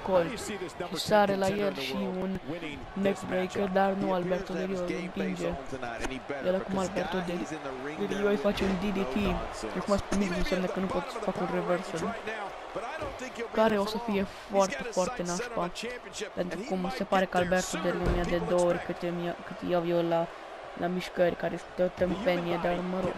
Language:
Romanian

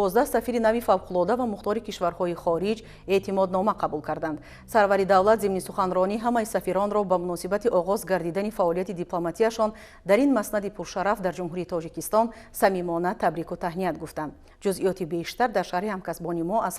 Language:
Tajik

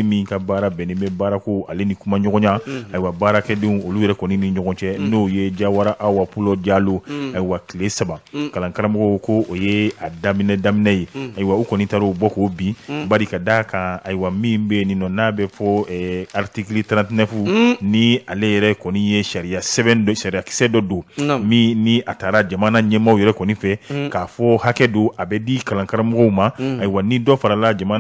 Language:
Bambara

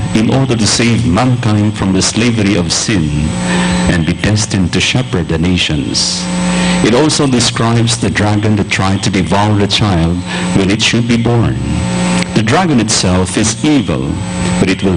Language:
Bikol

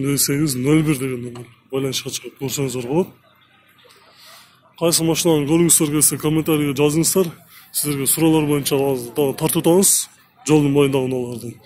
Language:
Kyrgyz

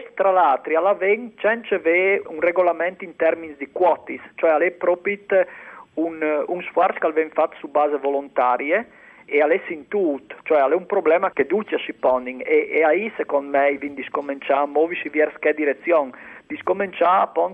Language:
Friulian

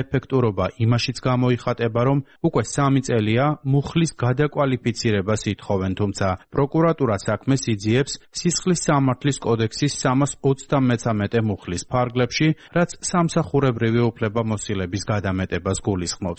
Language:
Georgian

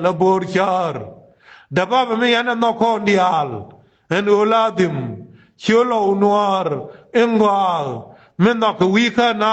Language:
Nuer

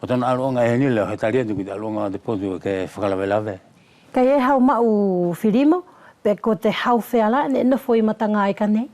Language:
Wallisian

